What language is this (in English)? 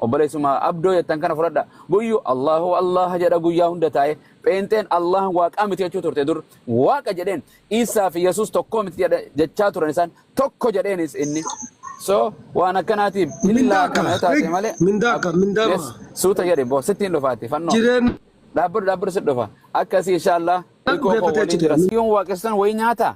Oromo